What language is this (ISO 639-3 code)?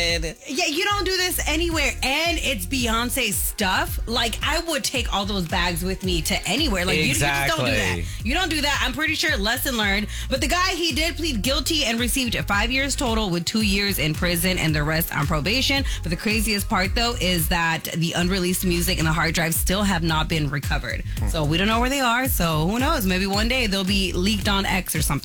eng